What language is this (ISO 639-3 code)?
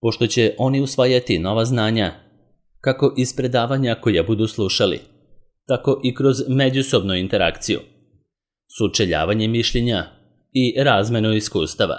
srp